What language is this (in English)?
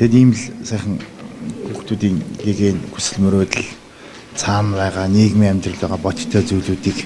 Mongolian